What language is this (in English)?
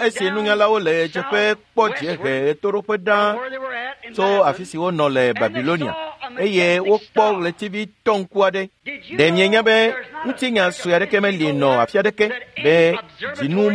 Ewe